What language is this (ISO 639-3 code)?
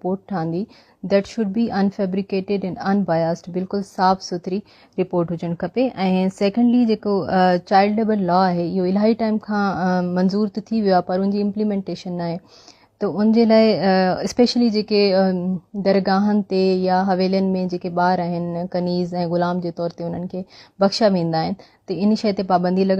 snd